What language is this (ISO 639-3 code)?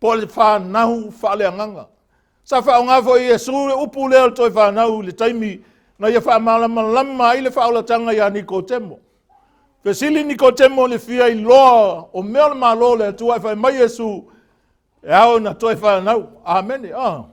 smo